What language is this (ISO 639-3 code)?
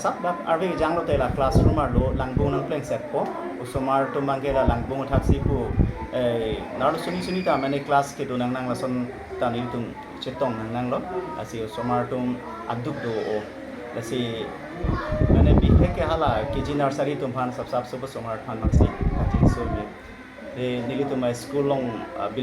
mjw